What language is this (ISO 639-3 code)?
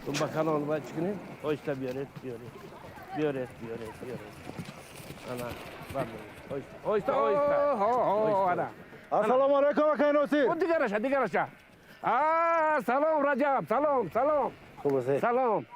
tgk